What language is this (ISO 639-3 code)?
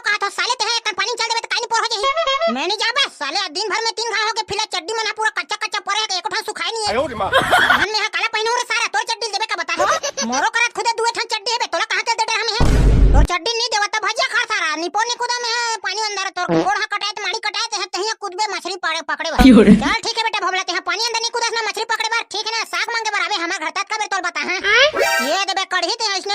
hne